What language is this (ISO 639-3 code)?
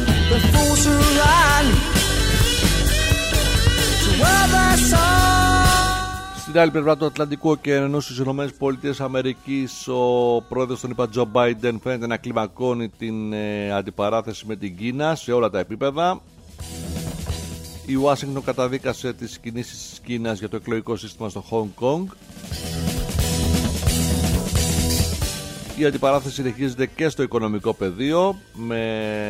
ell